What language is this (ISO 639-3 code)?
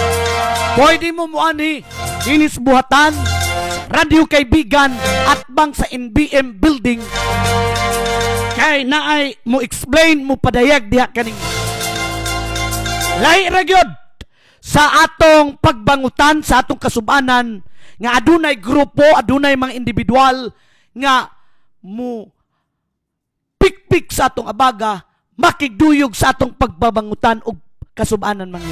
ceb